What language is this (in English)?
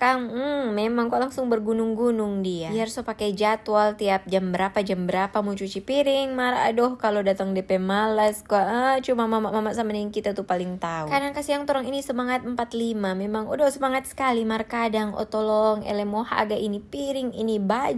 Manado Malay